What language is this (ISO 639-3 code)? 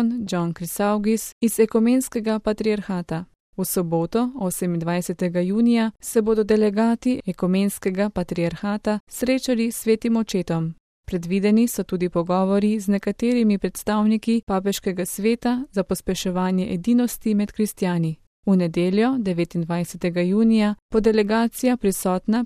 slv